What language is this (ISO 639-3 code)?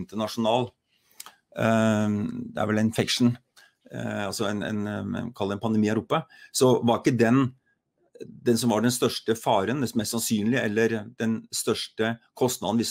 nor